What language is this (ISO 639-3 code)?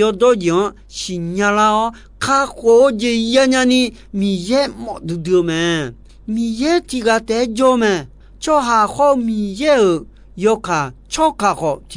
ahk